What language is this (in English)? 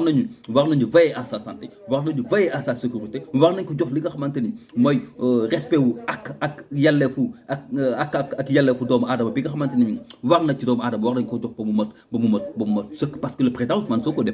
Wolof